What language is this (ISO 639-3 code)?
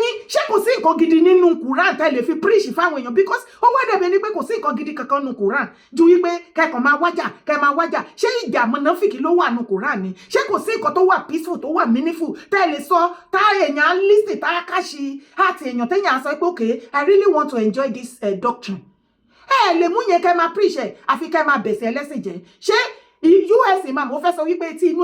yor